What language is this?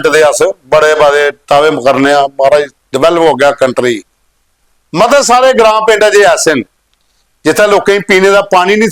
Dogri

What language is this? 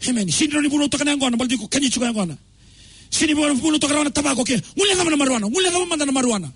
Fijian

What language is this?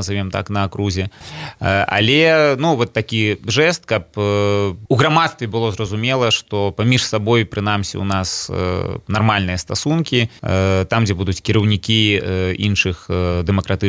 Belarusian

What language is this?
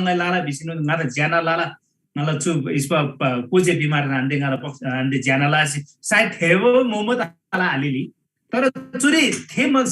Eastern Tamang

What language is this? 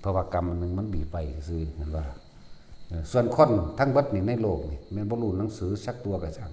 Northeastern Thai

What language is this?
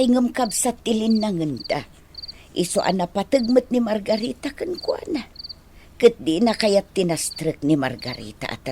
Iloko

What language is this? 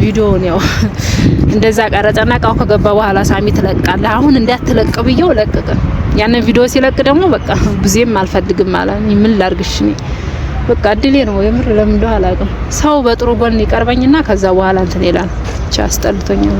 Amharic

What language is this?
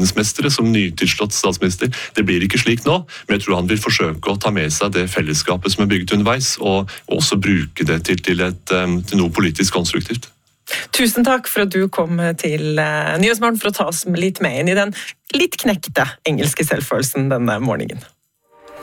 Norwegian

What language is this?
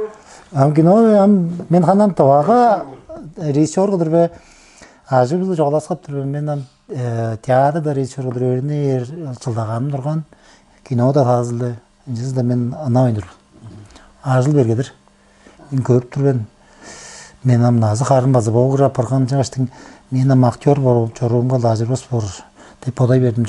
Tuvinian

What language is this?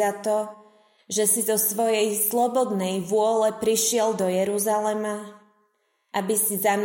Slovak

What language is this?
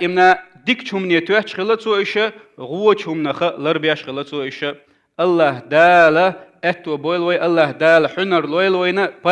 Chechen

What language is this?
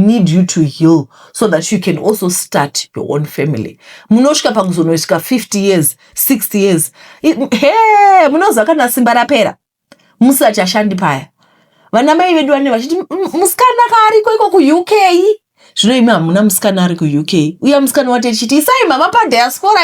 Shona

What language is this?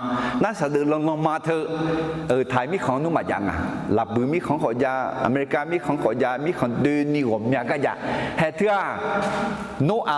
Akha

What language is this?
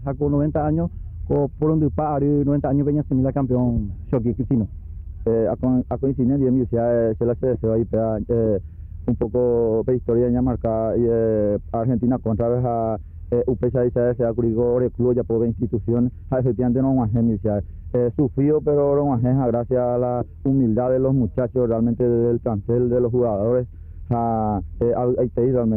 Guarani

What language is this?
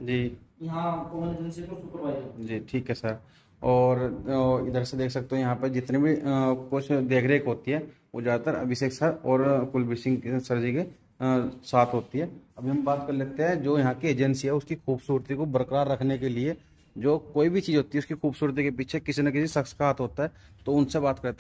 Hindi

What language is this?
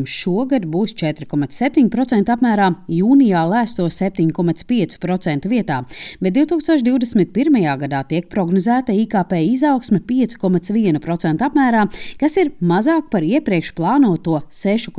Latvian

